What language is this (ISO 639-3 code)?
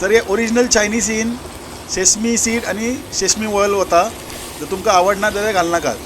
kok